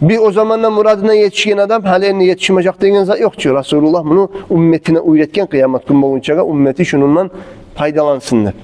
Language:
Kumyk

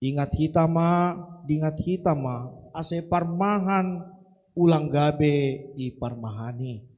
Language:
Batak Simalungun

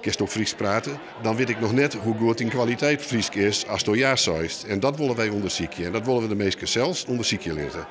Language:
Western Frisian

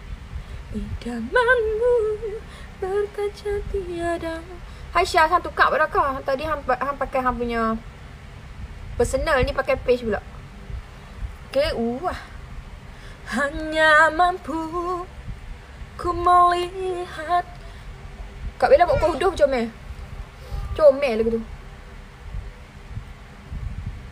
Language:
Malay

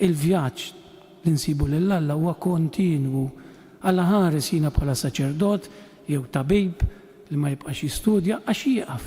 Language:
Maltese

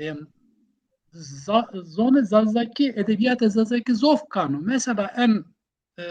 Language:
Zaza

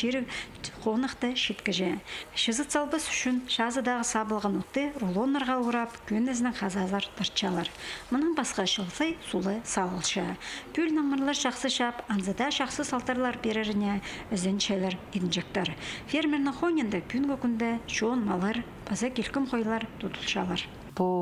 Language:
Khakas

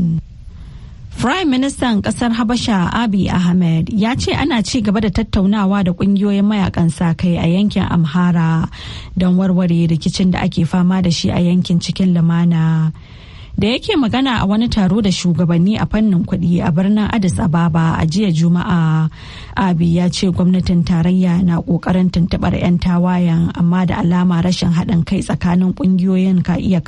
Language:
Hausa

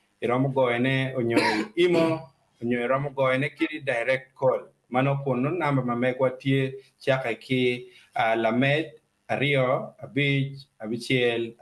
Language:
Acoli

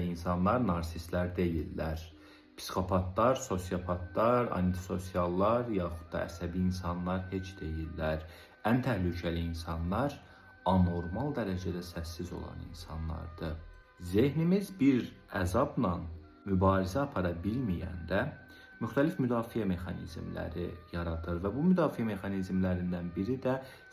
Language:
Azerbaijani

